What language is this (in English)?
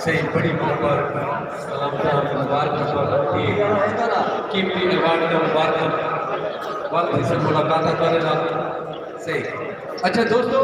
Saraiki